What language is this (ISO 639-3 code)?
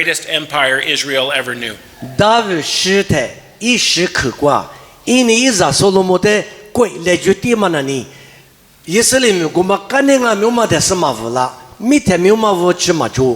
lis